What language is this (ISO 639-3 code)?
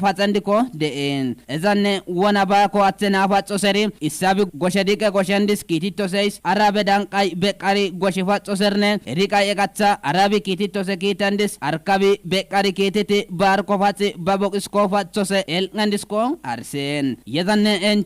kbr